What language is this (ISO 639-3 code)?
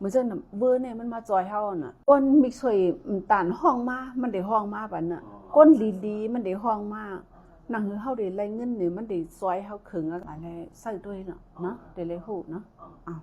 shn